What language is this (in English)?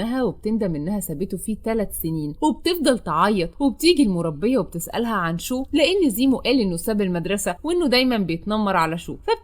Egyptian Arabic